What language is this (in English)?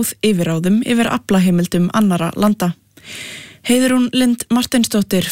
Icelandic